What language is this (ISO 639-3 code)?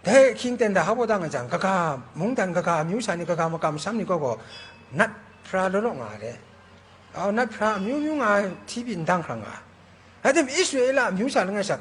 kac